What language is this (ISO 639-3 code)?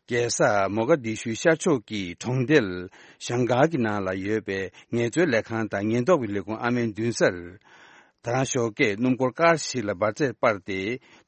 bod